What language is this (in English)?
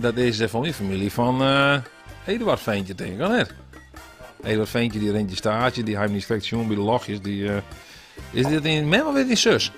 Western Frisian